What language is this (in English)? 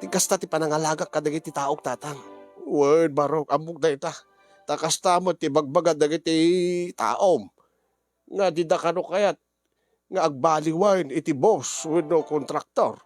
Iloko